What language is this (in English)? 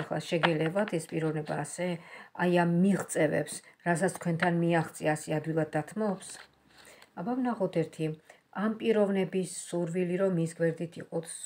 Georgian